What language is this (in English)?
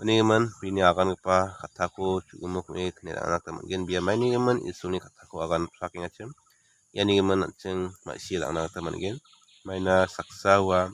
Garo